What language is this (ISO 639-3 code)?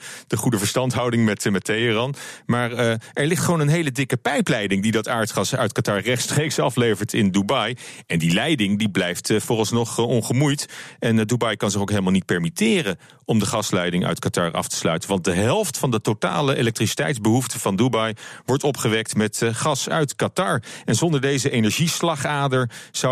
nld